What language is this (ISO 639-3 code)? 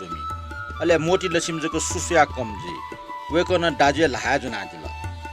new